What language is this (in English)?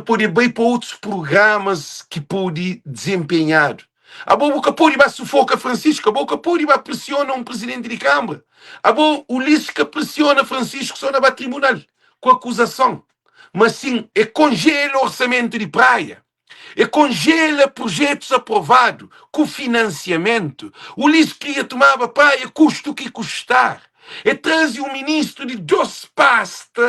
Kabuverdianu